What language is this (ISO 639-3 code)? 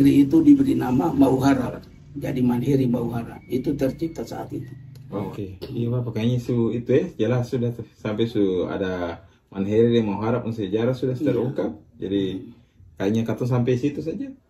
abs